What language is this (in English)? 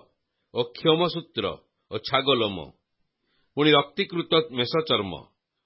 Odia